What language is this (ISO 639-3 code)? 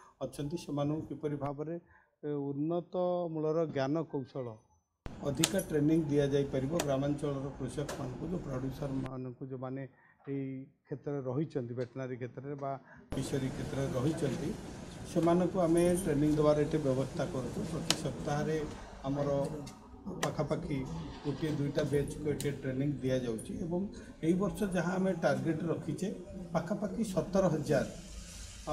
ori